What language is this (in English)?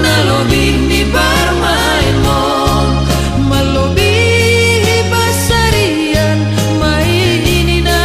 Batak Simalungun